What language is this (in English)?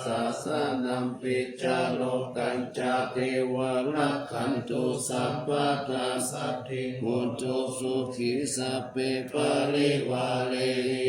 Pali